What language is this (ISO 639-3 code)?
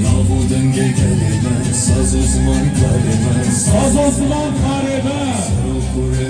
kur